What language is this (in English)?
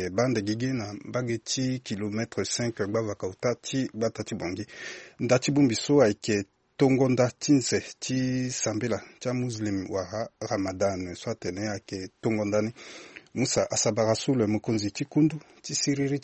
Sango